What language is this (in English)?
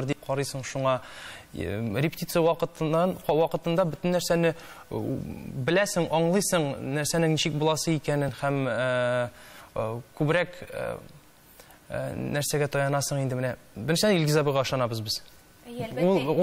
Tatar